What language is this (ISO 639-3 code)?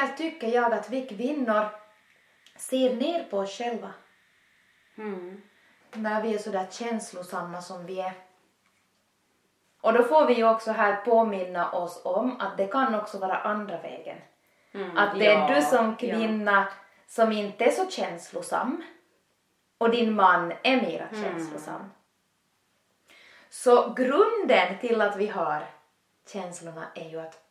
swe